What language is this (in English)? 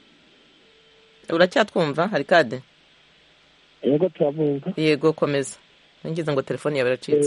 Kinyarwanda